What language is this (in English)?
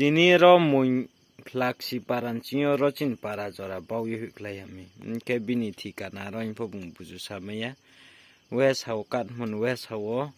Riang (India)